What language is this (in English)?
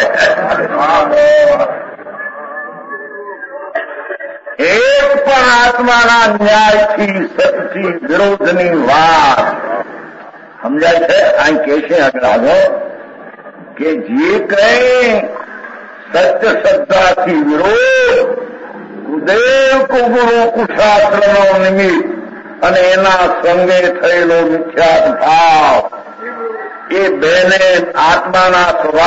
Gujarati